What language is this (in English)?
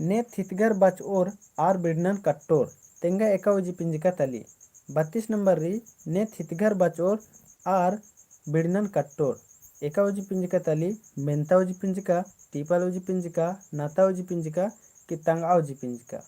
Kurukh